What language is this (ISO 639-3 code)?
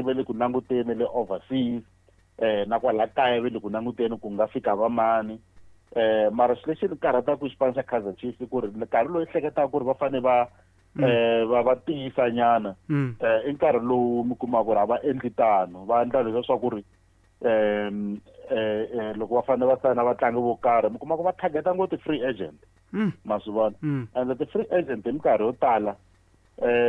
tso